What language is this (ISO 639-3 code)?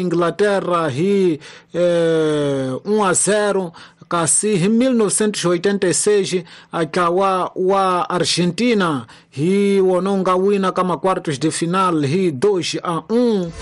tso